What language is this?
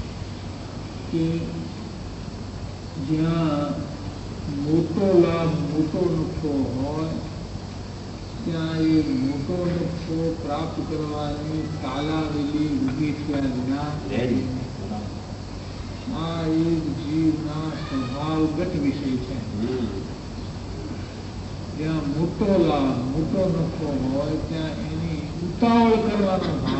Gujarati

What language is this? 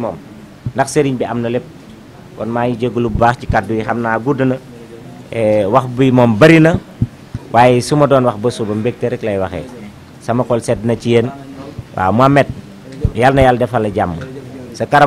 Wolof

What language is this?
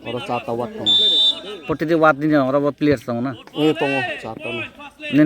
Kok Borok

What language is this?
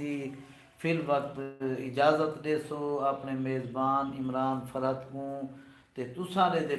Saraiki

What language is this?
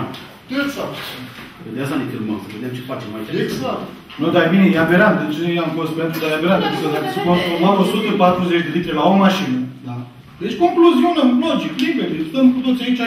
Romanian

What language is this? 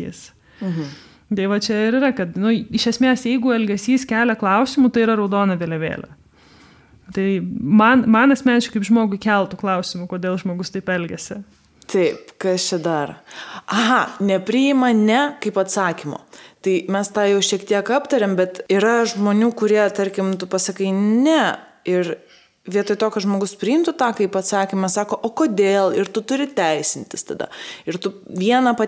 Lithuanian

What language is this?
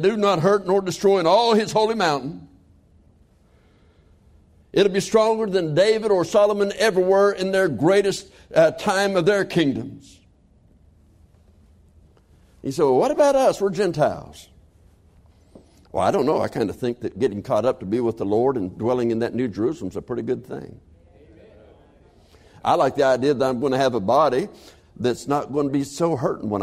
English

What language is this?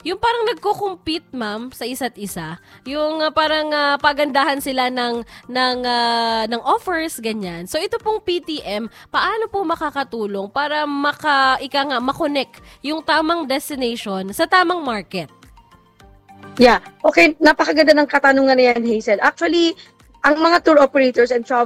Filipino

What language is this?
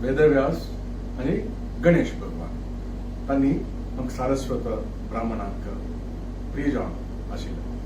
Konkani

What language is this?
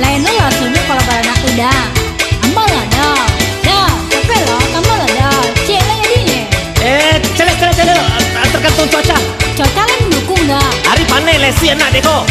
Minangkabau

